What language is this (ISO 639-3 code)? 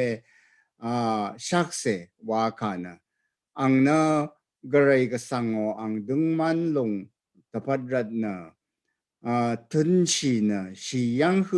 raw